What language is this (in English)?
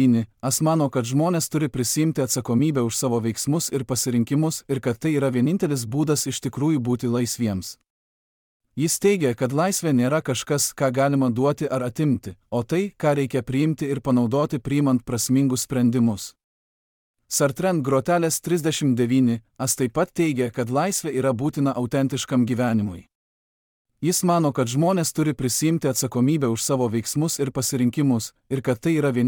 Lithuanian